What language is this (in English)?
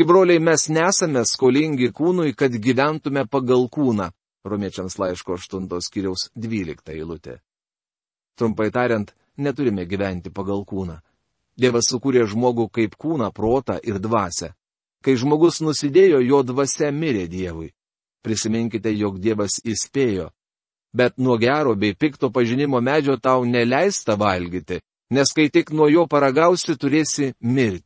Lithuanian